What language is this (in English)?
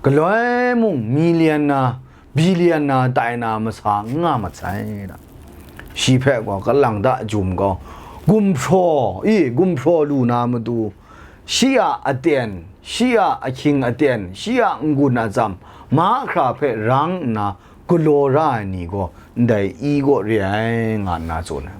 Kachin